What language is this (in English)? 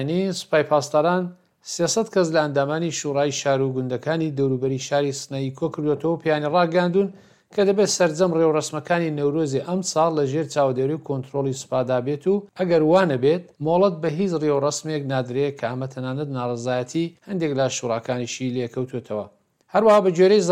Central Kurdish